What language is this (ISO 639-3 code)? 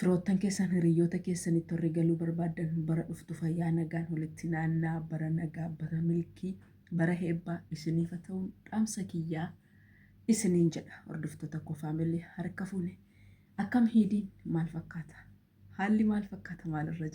orm